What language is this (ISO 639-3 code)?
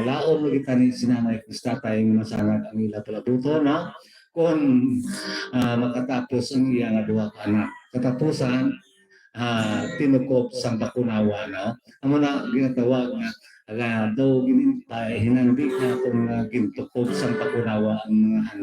hil